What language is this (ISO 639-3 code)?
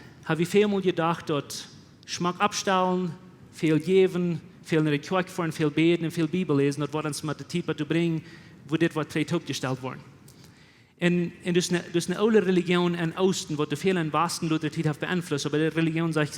pdt